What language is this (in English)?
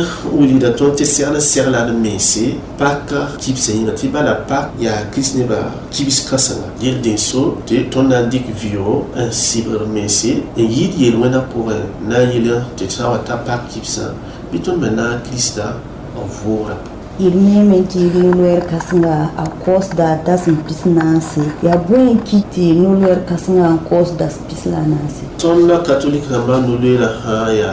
Mossi